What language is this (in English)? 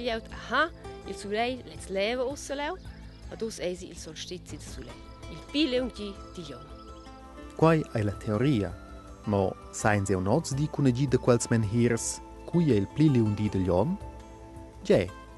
Romansh